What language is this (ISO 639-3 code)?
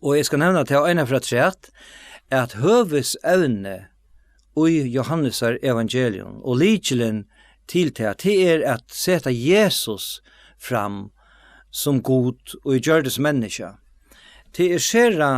fao